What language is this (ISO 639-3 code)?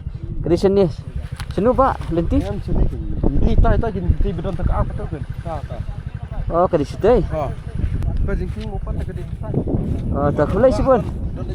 kha